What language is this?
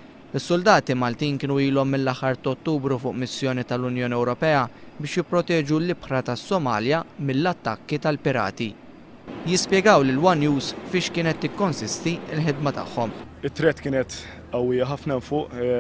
Maltese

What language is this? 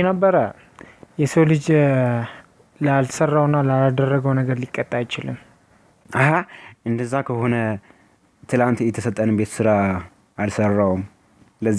Amharic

